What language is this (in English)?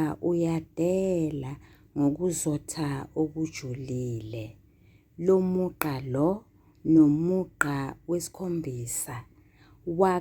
Zulu